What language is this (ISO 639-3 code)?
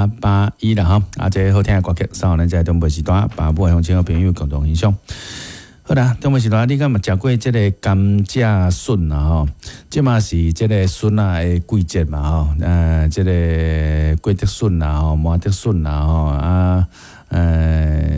nan